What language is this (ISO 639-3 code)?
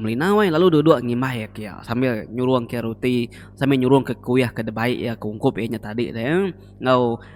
iba